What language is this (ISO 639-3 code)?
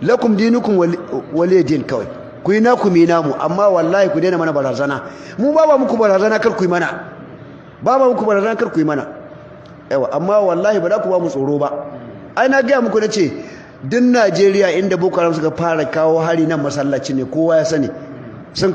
hau